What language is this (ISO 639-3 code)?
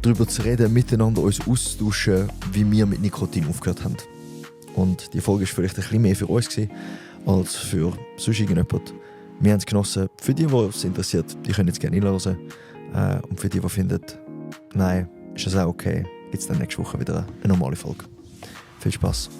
gsw